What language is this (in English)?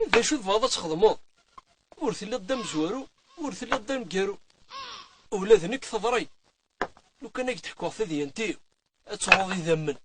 Kabyle